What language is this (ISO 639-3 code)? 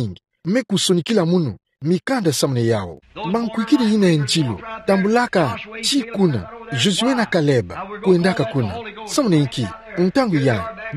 ktu